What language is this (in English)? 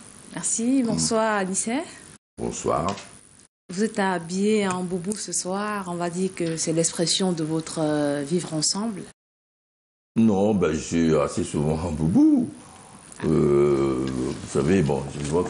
French